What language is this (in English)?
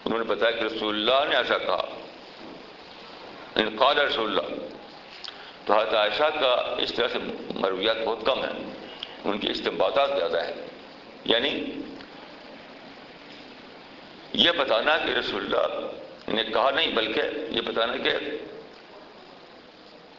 Urdu